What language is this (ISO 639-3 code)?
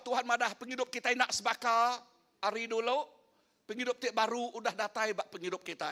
iba